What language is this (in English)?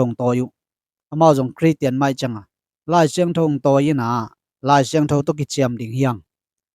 Tedim Chin